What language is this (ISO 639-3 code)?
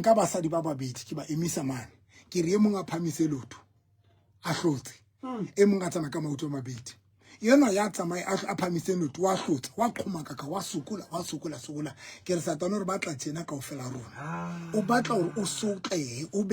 sot